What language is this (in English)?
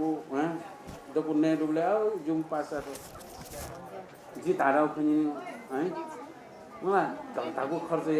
Newari